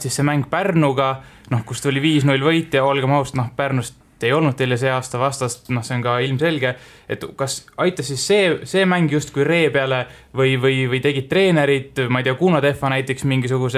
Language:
Estonian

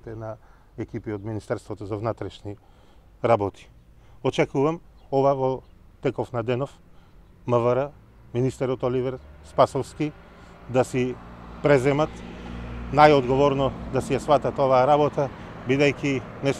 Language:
Macedonian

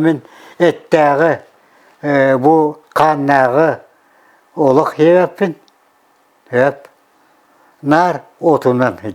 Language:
Yakut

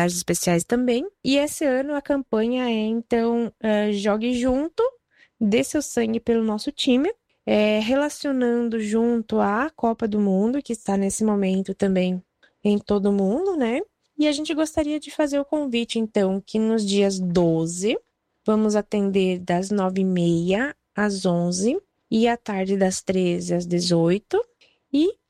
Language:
Portuguese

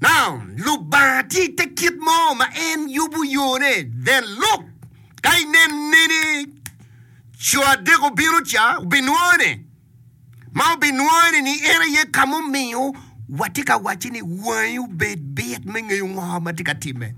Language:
Acoli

